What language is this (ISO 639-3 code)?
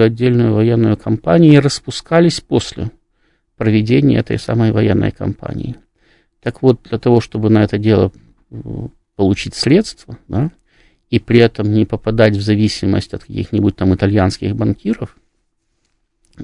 rus